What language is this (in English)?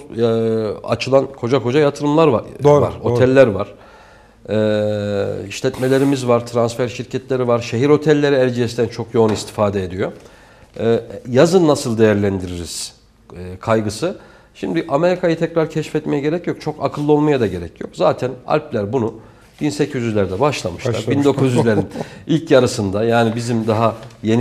Turkish